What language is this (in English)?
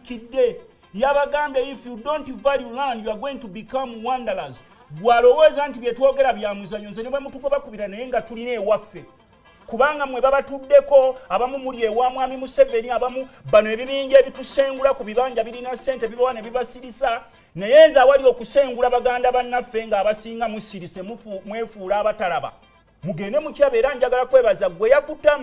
Ganda